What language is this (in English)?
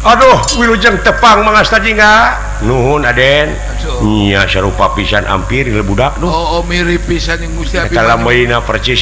Sundanese